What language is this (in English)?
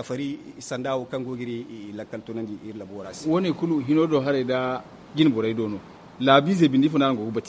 Zarma